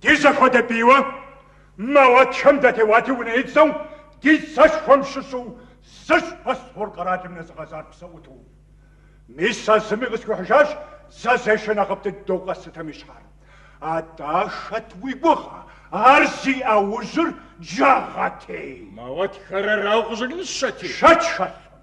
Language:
Kabardian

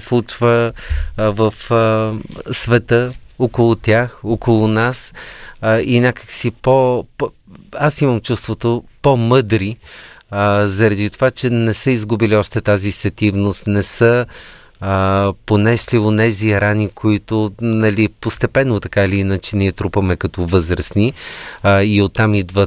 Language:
Bulgarian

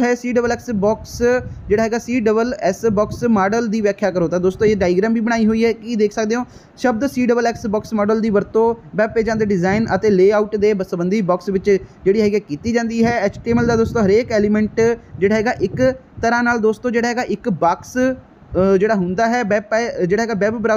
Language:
Punjabi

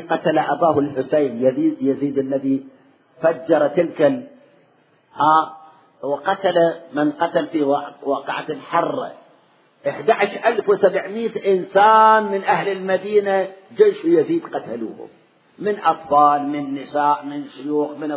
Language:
Arabic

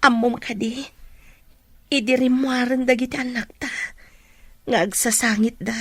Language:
Iloko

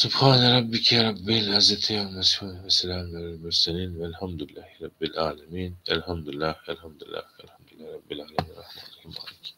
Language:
Turkmen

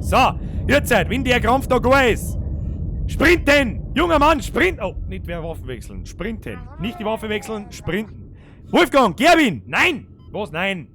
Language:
Bavarian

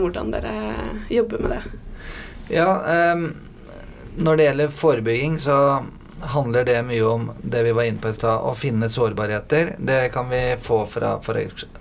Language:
Norwegian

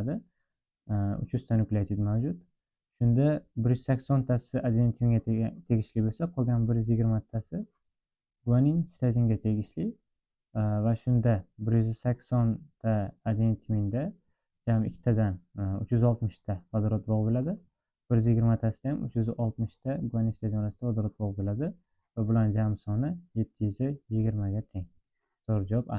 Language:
Uzbek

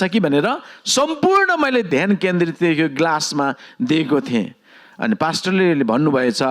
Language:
Nepali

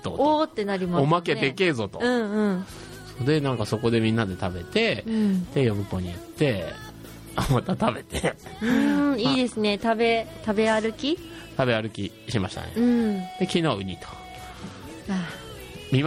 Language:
Japanese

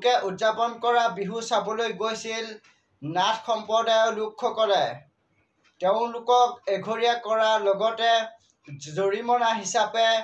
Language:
Assamese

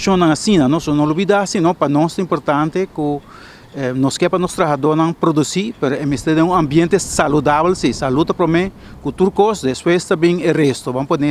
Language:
Papiamento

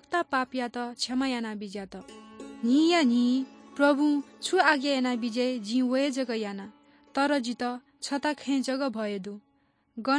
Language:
Newari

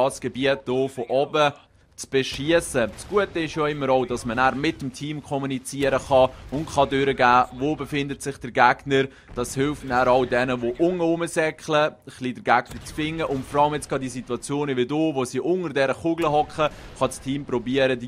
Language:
Swiss German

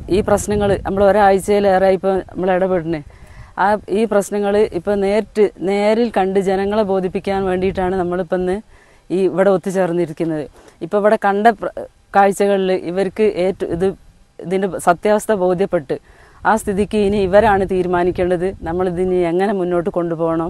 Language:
Malayalam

